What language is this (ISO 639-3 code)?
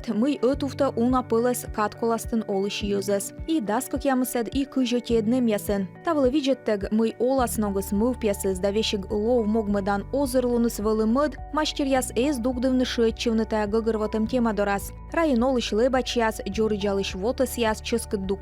kom